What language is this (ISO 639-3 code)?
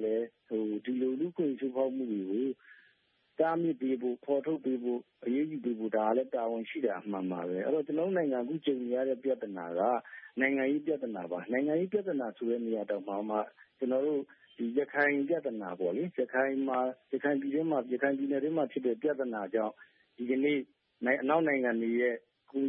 mya